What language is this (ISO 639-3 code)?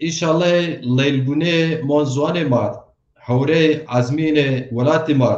zza